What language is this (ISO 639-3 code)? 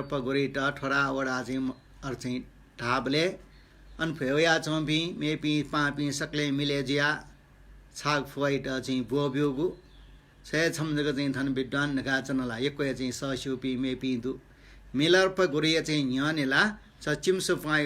new